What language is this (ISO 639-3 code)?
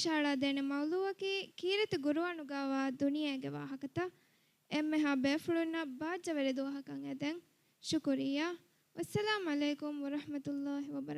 div